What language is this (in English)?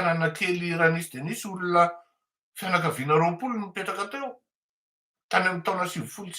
Malagasy